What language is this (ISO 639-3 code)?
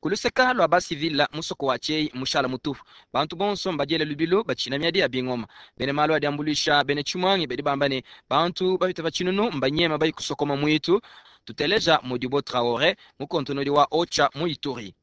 lua